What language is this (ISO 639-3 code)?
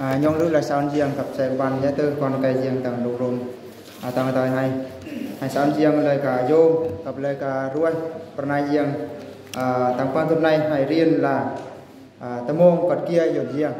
bru